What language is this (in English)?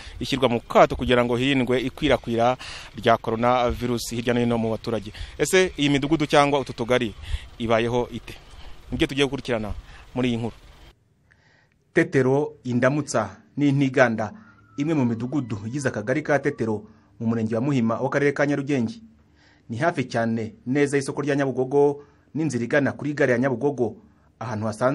Kinyarwanda